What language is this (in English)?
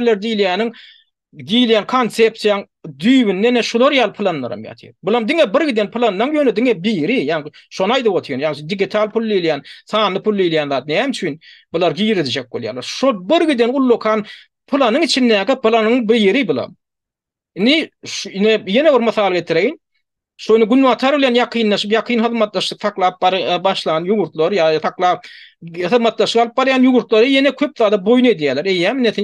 Turkmen